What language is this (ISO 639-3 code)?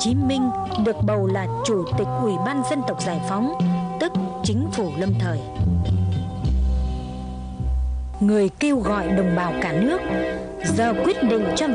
vie